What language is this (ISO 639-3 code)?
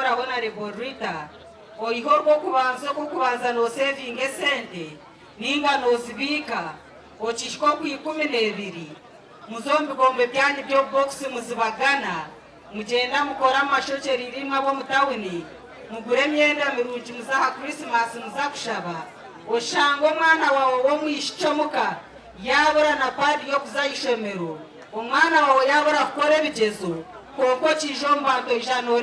nyn